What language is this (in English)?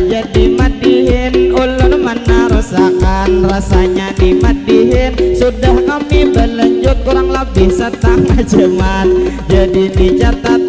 Banjar